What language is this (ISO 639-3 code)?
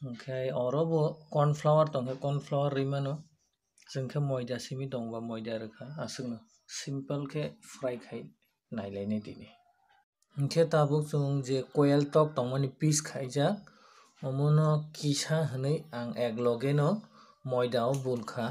trp